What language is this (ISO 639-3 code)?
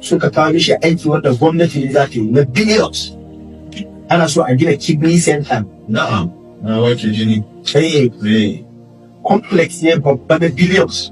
hau